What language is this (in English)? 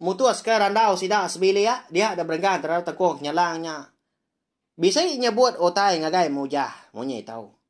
Iban